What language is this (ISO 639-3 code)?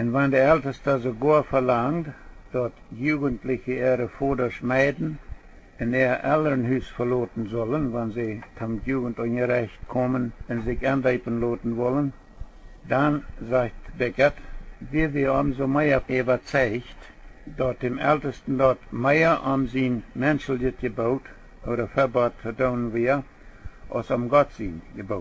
pdt